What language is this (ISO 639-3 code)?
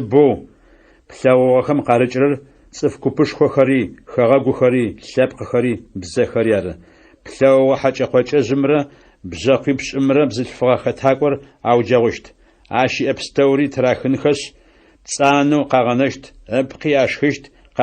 ady